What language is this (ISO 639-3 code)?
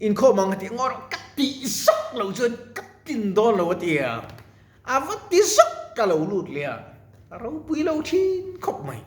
lus